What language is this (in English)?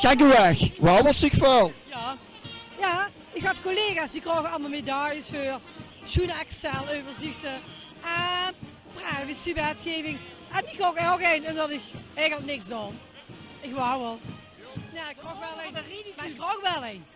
Limburgish